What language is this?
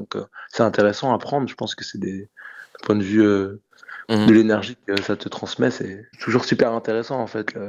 French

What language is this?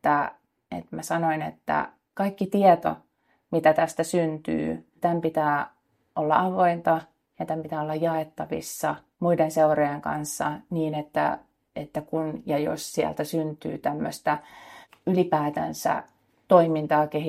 Finnish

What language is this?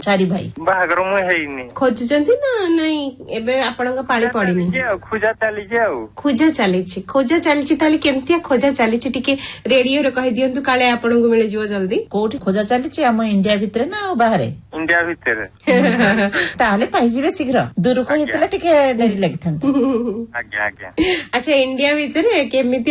Odia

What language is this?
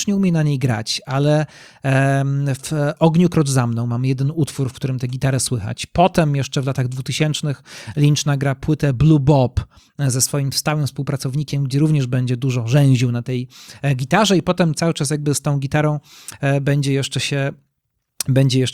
Polish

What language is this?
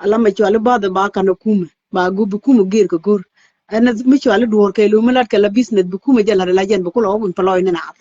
Nuer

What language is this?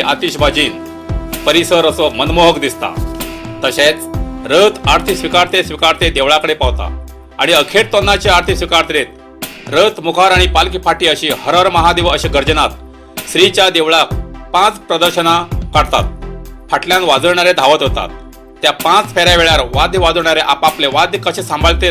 Konkani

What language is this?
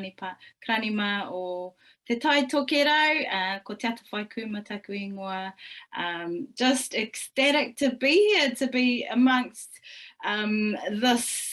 Māori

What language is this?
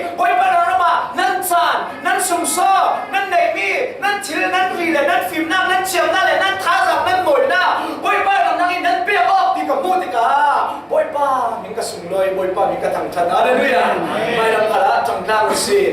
Falam Chin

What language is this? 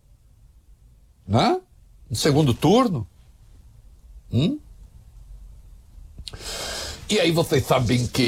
Portuguese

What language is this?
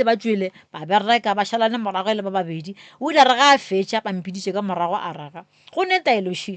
Northern Sotho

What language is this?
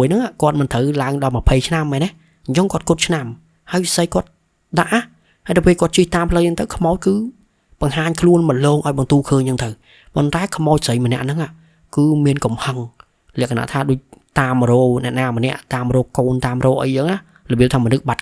Khmer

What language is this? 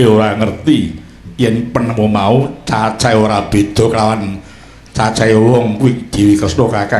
Javanese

